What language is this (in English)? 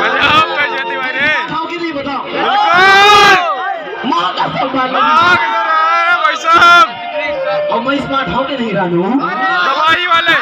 Chhattisgarhi